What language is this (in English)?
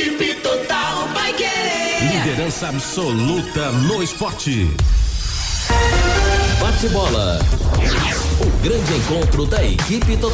Portuguese